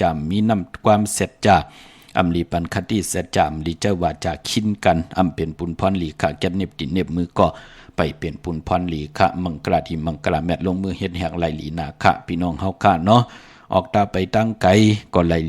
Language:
Shan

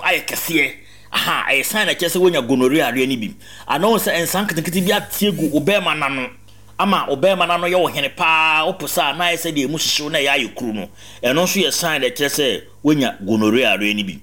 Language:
Akan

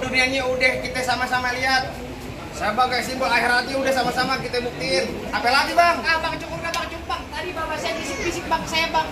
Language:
Betawi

